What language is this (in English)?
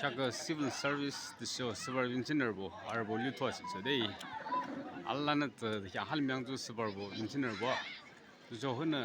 Yimchungru Naga